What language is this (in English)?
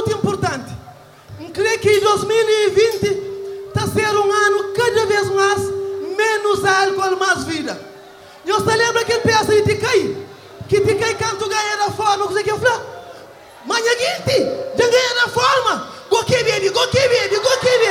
Kabuverdianu